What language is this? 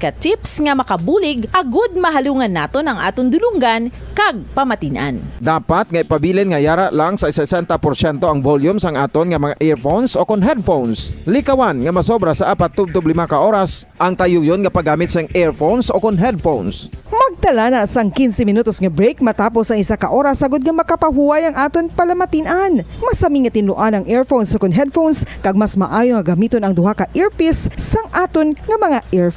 Hiligaynon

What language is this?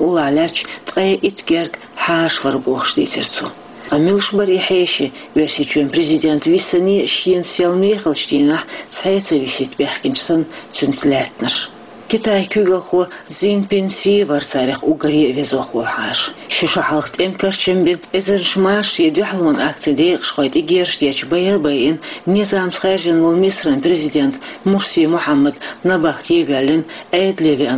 Chechen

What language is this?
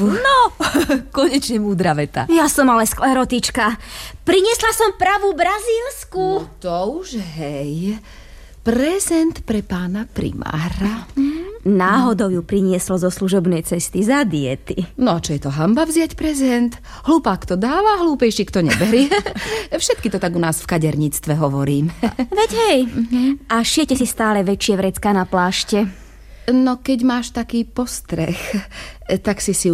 Slovak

